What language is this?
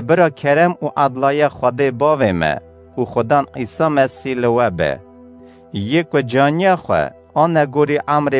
Kurdish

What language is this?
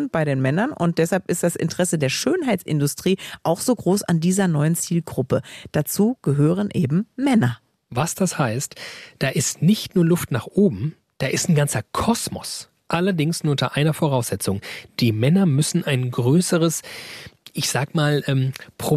German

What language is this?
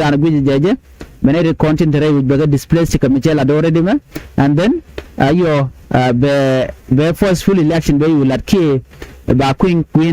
Nuer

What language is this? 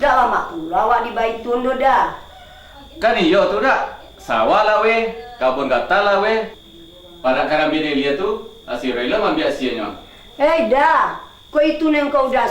Minangkabau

